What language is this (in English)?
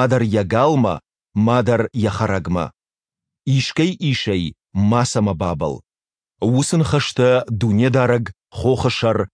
Ossetic